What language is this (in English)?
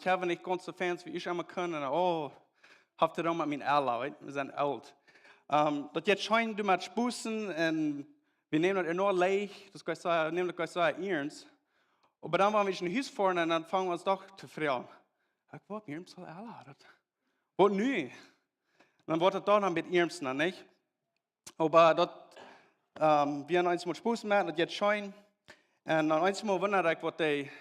Plautdietsch